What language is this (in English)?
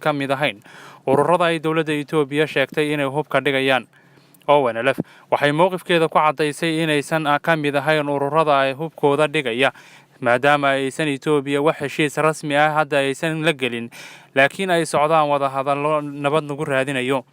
Somali